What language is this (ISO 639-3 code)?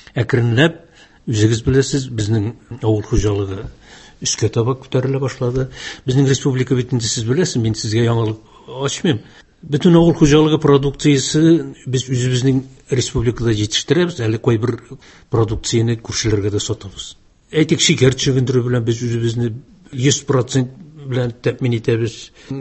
tat